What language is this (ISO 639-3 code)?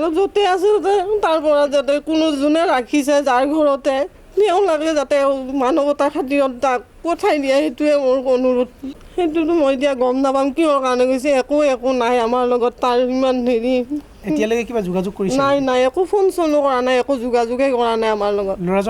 asm